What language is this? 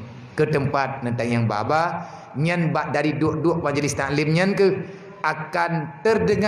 Achinese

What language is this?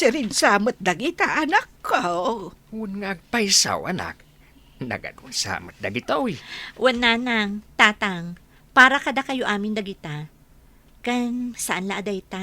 Iloko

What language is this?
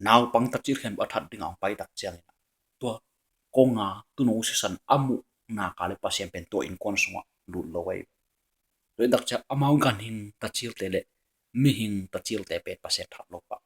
Tedim Chin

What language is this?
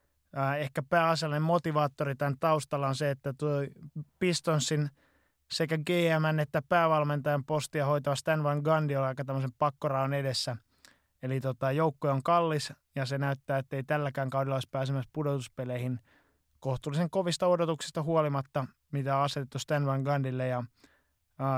Finnish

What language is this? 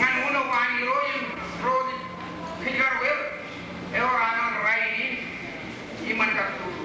Marshallese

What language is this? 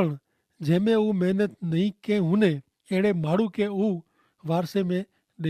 Kachhi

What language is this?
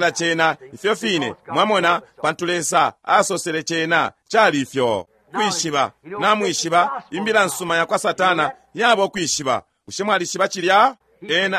Bemba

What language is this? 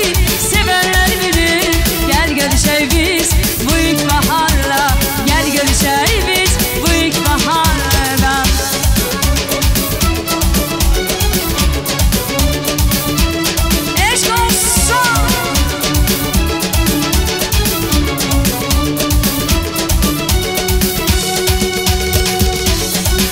Azerbaijani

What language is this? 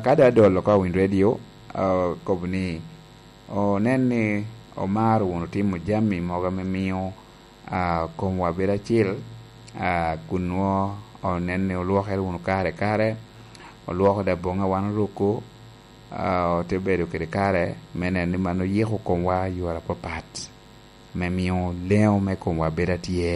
Lango (Uganda)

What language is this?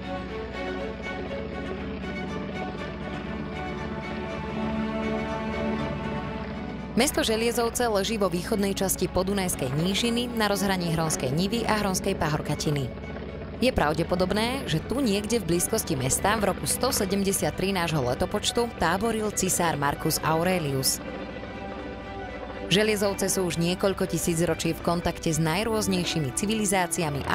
Slovak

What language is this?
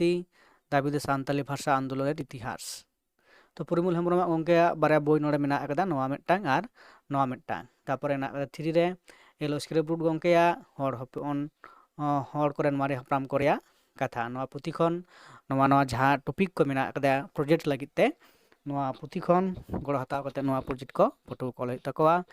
Santali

